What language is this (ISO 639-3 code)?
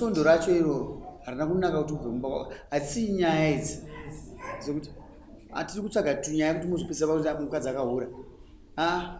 sna